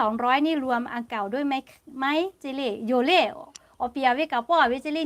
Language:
Lahu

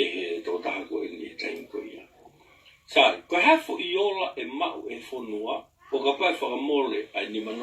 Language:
Tongan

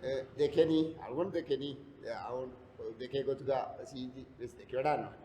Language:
Divehi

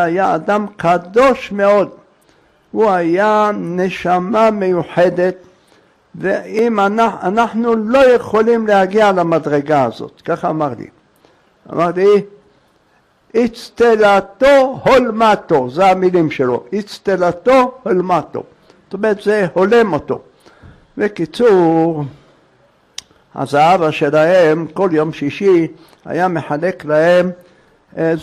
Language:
Hebrew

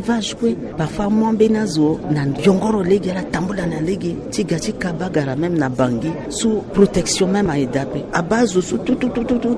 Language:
Sango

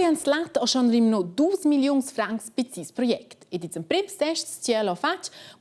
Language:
Romansh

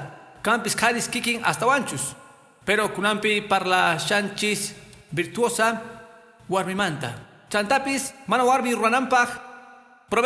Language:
Quechua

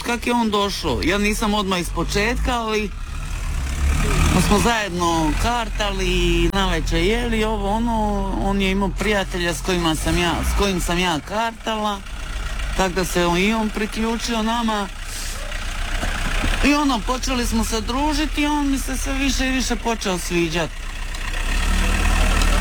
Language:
Croatian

